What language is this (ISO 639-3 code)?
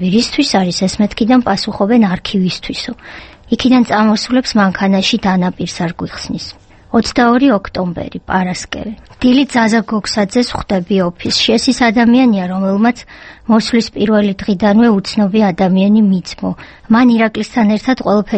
kat